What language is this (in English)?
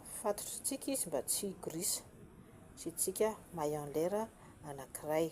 Malagasy